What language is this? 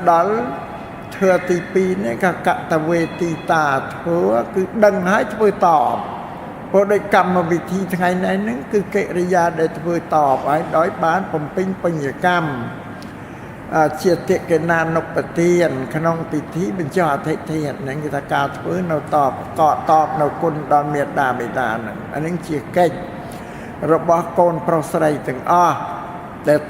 Khmer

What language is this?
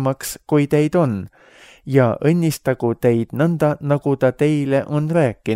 Estonian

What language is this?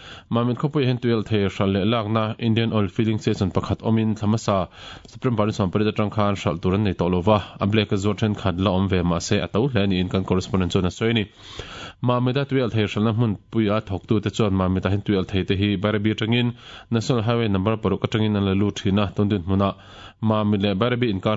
Mizo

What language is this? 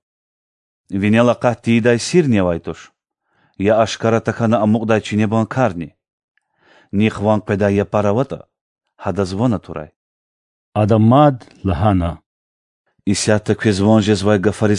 Lezghian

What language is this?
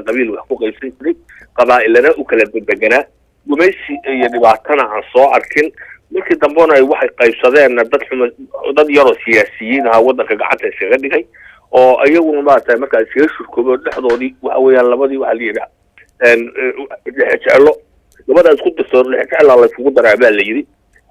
Somali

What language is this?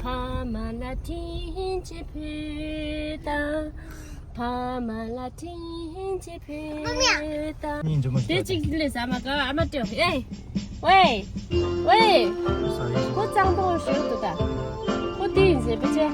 Tibetan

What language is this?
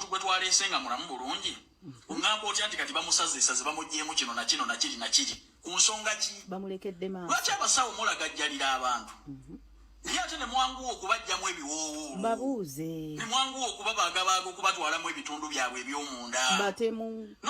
Ganda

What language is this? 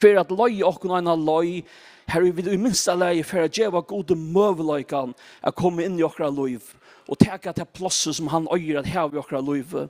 Faroese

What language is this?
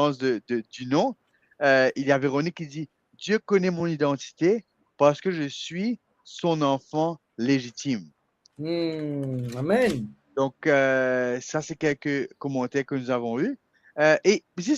Morisyen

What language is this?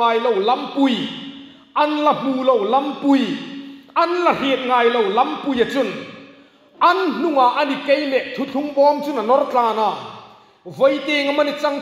Hmar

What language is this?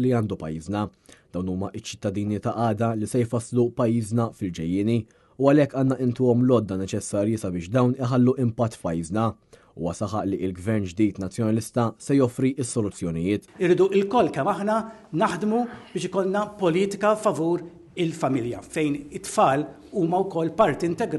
Maltese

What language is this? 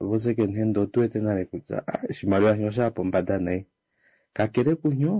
Kuanyama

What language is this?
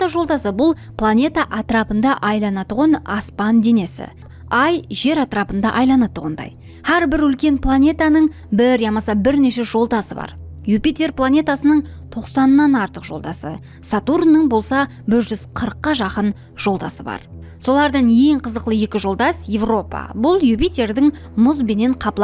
Kara-Kalpak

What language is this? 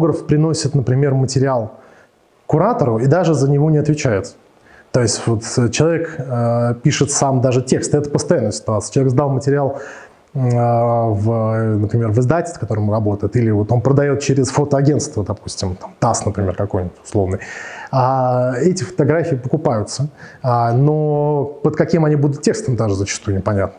Russian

